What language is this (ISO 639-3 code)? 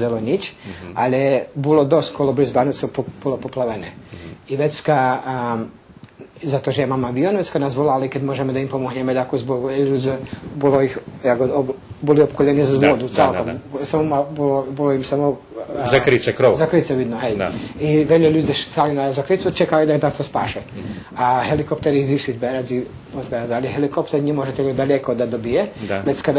rue